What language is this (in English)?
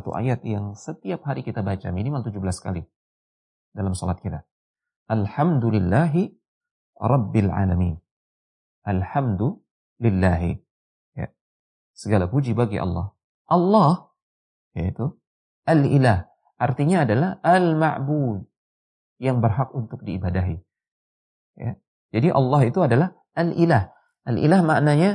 Indonesian